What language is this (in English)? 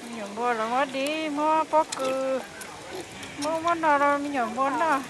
Hmong